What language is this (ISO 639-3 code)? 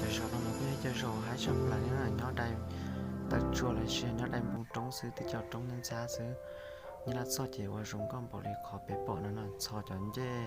hmn